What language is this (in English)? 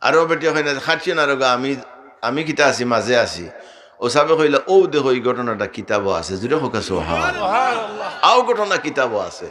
Sylheti